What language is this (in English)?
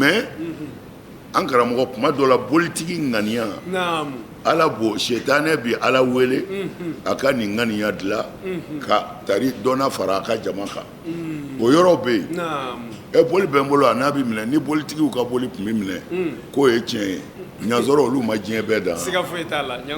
Bambara